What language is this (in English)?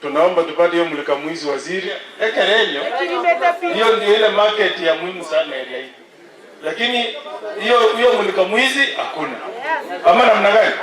Gusii